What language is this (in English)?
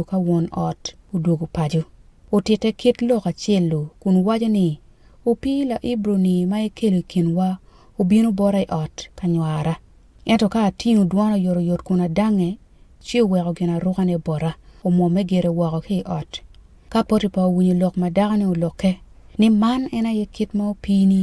Acoli